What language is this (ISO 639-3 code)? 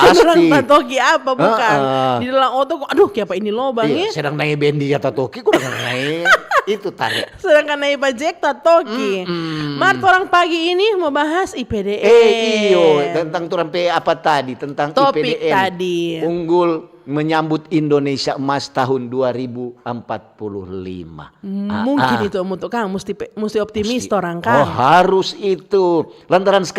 xmm